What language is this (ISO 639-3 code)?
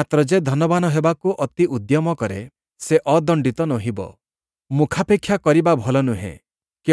ori